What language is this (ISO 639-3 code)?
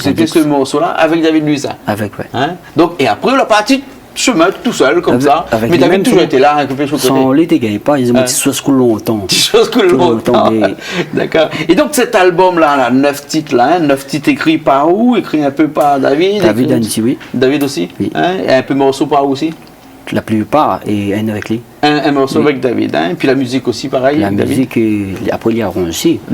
rcf